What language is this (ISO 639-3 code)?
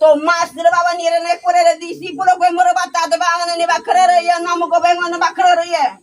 gym